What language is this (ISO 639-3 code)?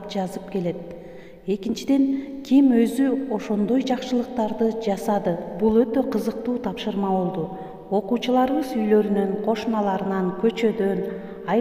kir